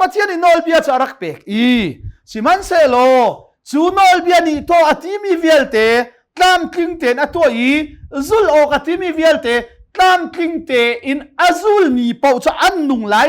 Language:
Hakha Chin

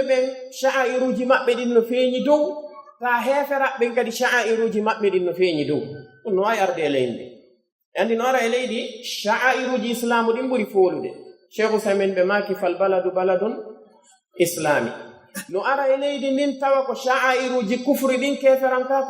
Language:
Pular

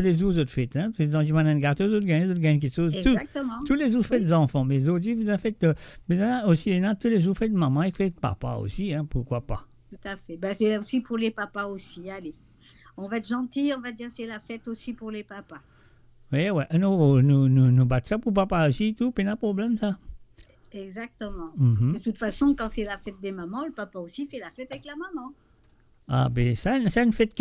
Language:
Morisyen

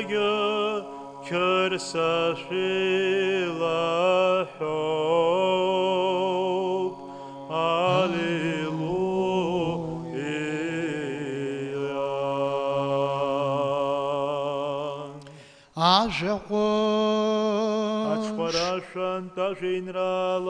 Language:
Abkhazian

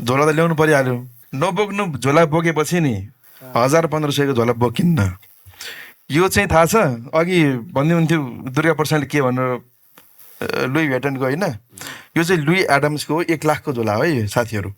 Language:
Nepali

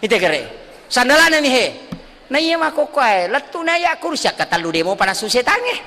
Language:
Buginese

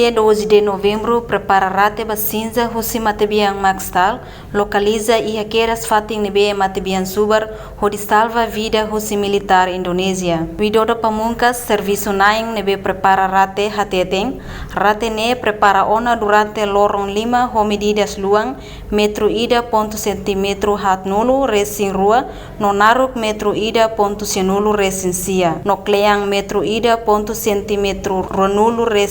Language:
Tetum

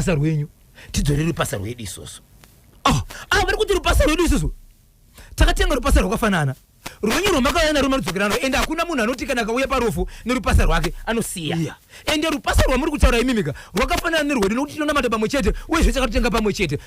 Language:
Shona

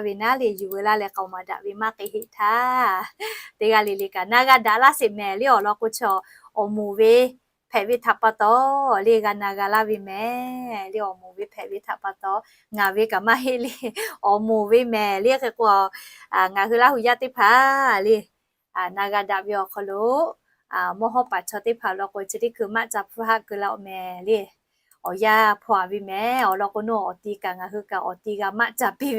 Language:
Lahu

